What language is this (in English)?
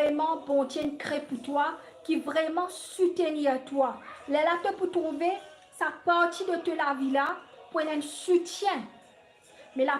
Morisyen